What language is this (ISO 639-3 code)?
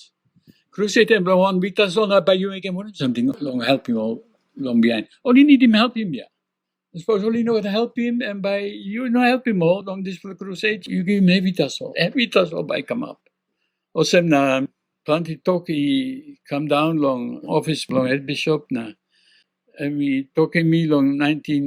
tpi